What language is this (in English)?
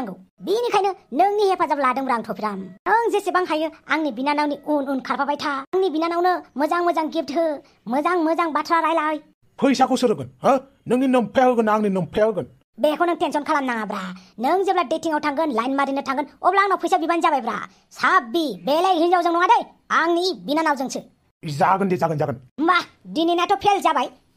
Bodo